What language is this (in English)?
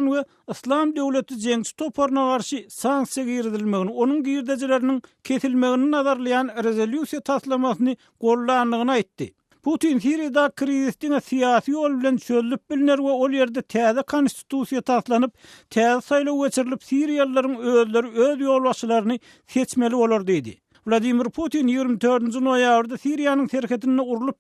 Turkmen